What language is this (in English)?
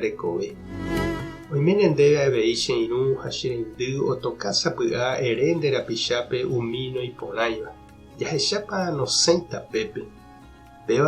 Guarani